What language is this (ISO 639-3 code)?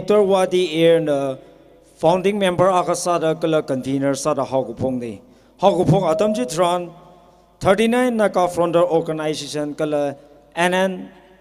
nmf